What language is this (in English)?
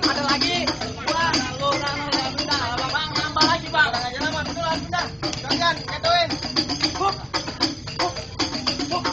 Betawi